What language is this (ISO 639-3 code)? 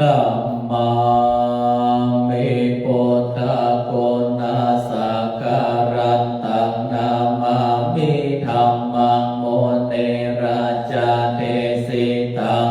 pli